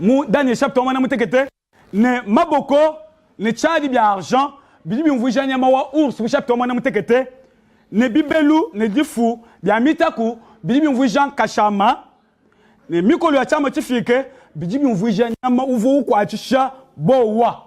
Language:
Luba-Lulua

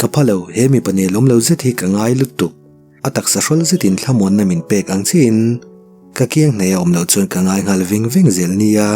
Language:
Mizo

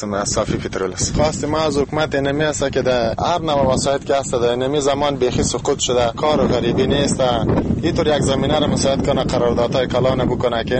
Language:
Persian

